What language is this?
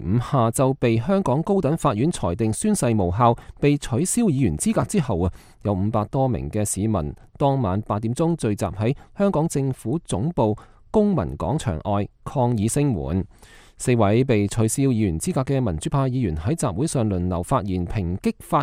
Cantonese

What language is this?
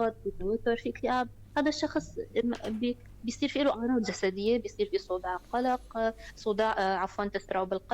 North Levantine Arabic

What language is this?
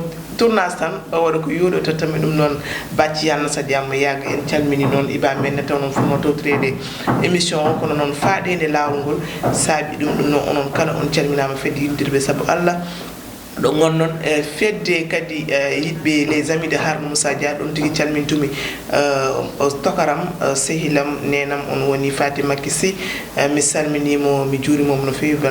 Fula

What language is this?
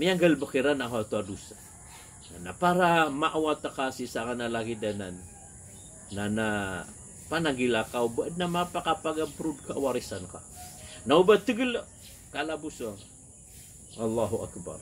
Maranao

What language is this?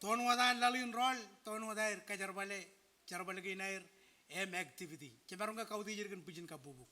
Marshallese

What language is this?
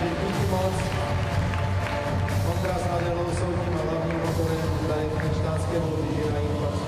Czech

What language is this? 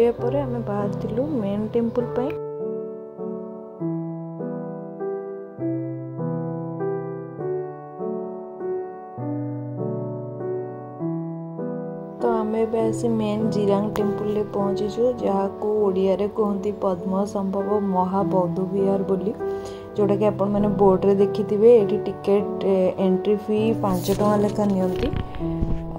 Odia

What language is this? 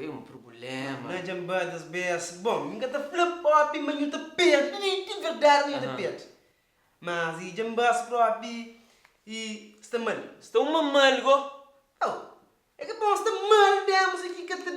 Kabuverdianu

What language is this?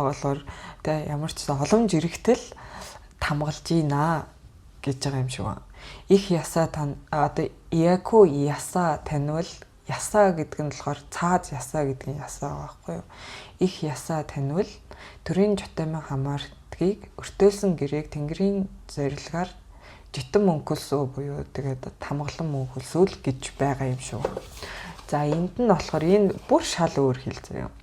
Mongolian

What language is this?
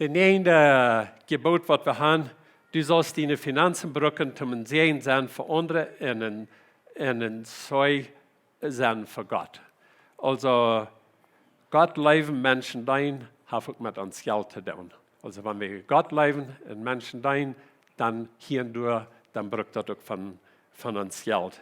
Plautdietsch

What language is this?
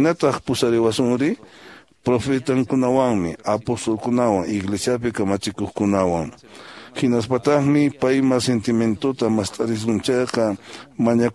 Quechua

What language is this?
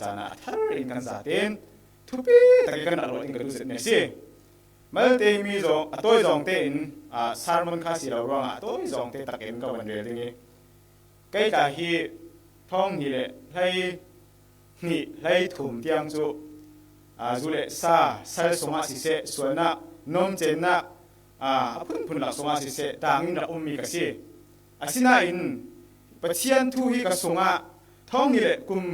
Falam Chin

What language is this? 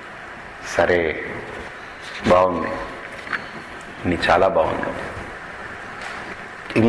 Telugu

